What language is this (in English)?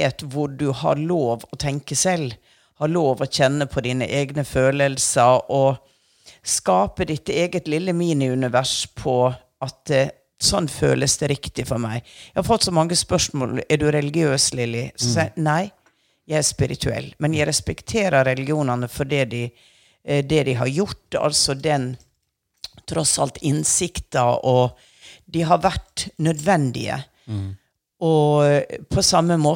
Norwegian